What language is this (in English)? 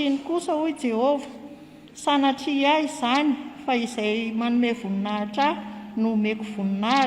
Malagasy